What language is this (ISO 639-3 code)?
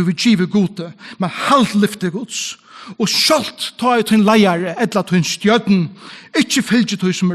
fao